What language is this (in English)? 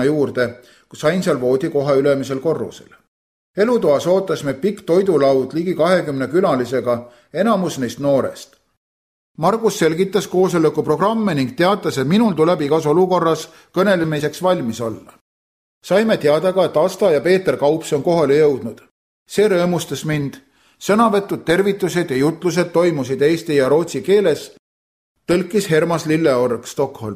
Estonian